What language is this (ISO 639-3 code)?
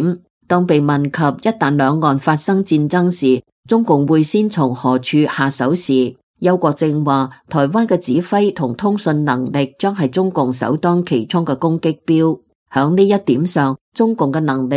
yue